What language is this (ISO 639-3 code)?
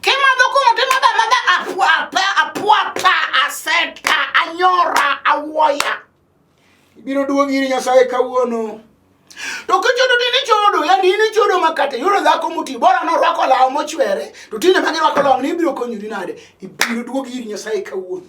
luo